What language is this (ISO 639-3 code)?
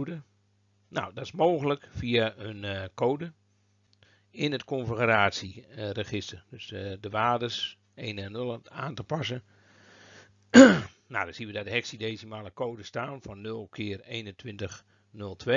nld